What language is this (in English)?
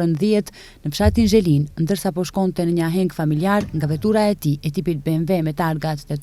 Albanian